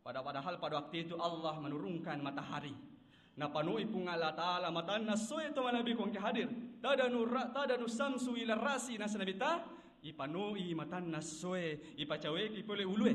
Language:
Buginese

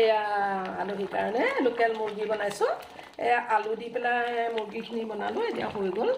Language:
Assamese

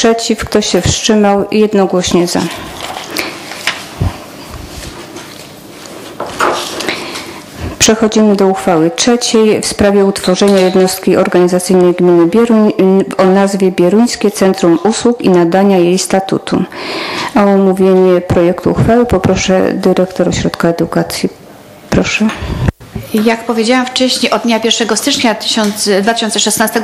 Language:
Polish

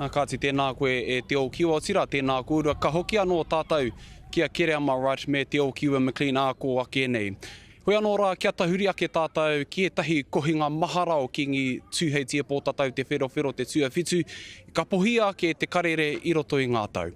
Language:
Māori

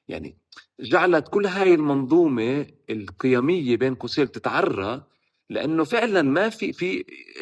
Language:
North Levantine Arabic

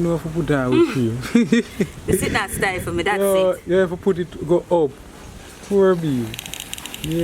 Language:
Jamaican Creole English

